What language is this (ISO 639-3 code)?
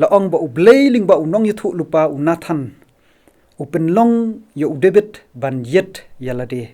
kha